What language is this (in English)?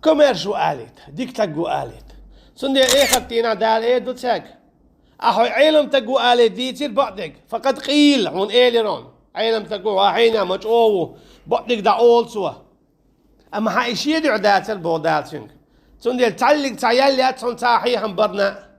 Chechen